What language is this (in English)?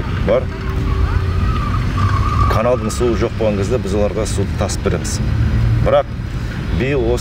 Kazakh